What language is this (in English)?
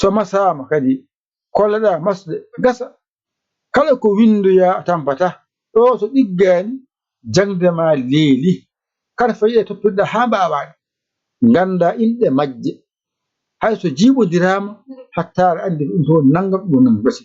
Fula